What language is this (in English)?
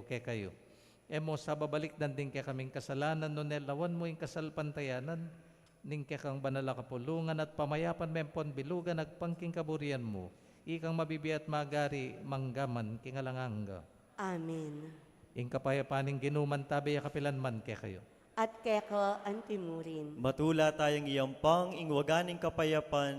Pampanga